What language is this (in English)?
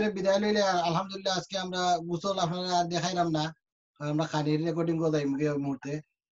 Sylheti